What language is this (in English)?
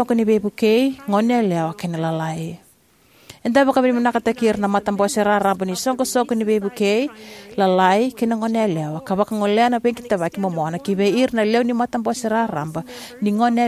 Fijian